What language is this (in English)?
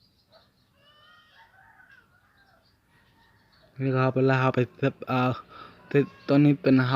Lao